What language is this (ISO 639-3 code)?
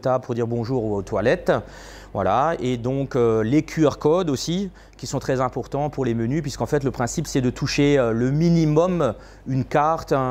fra